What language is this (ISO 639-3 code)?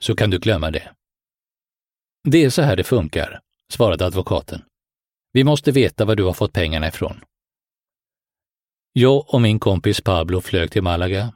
swe